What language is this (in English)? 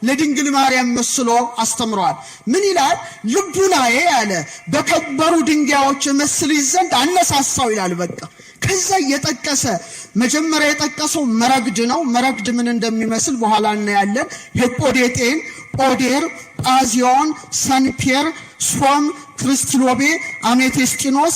Amharic